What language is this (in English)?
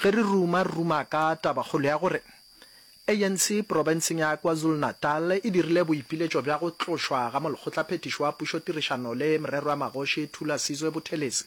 Northern Sotho